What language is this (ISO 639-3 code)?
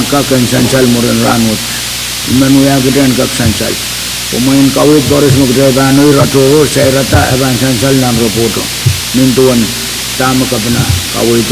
pon